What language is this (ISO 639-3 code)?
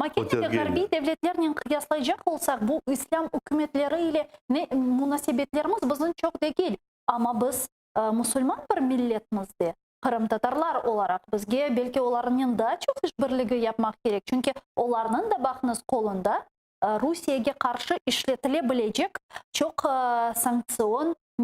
crh